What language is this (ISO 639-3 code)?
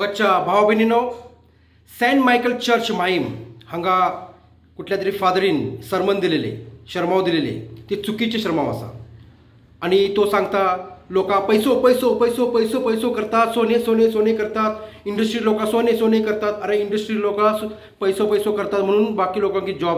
kok